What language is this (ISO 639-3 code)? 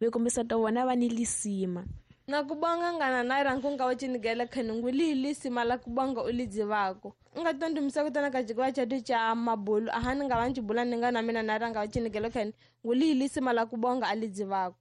tso